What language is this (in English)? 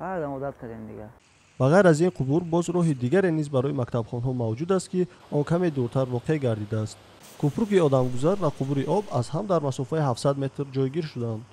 Tajik